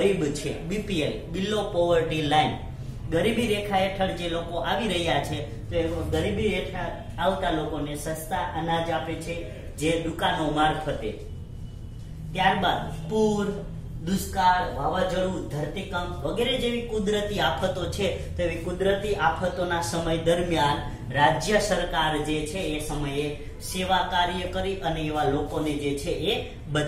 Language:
Gujarati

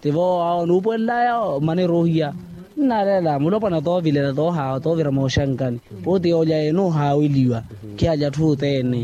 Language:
Makhuwa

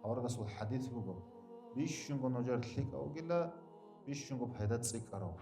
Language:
Avaric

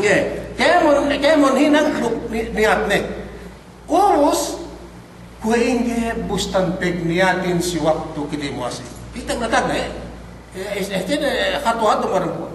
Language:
Yakan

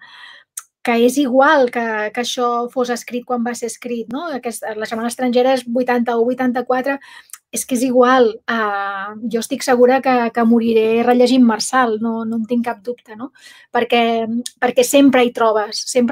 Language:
Catalan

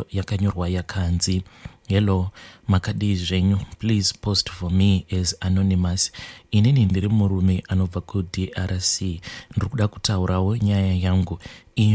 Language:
Shona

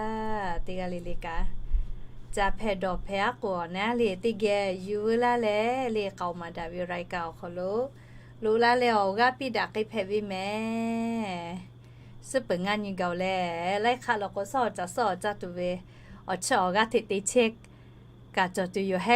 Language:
Lahu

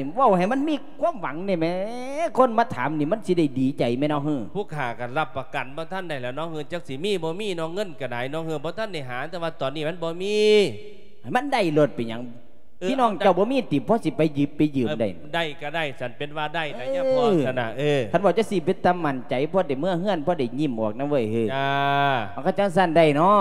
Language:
Lao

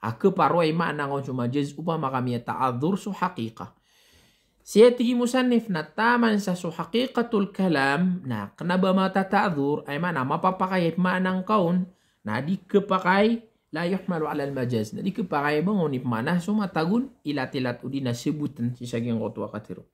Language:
Maranao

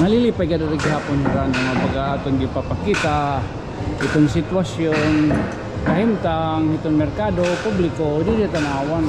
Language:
Waray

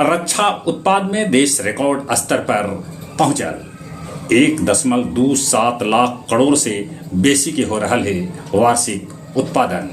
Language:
Magahi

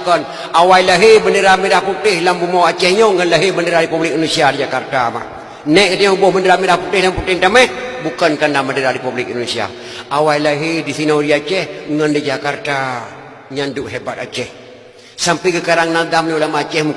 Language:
Achinese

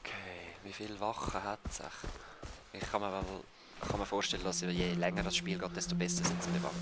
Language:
Swiss German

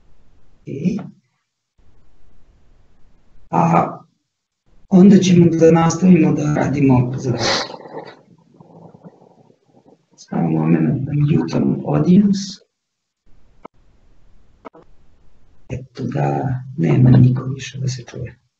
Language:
Serbian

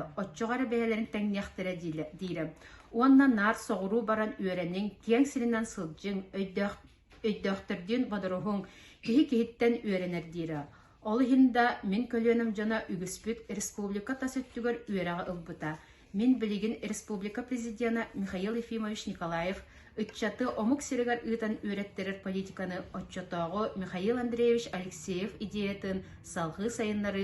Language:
Yakut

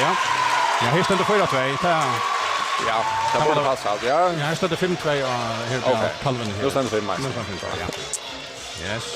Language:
Faroese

